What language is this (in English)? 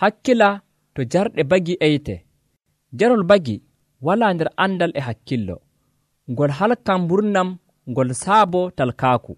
Nigerian Fulfulde